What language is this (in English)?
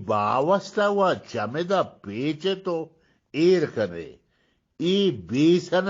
Eastern Balochi